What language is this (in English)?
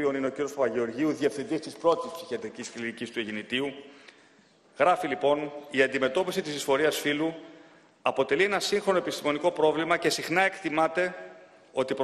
Greek